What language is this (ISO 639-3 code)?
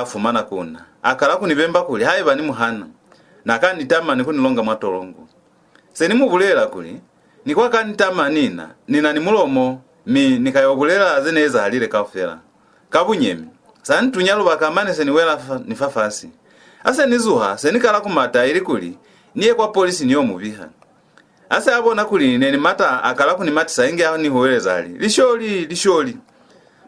loz